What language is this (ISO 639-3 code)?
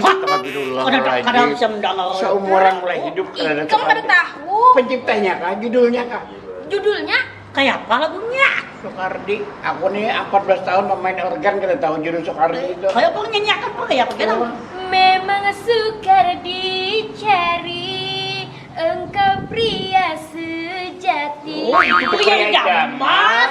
bjn